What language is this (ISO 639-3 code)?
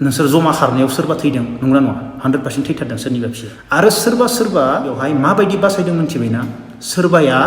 brx